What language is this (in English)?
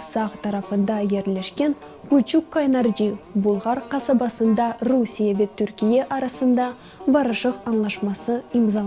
Crimean Tatar